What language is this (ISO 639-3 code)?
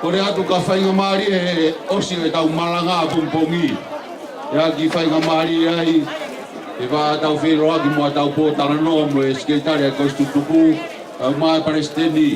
ton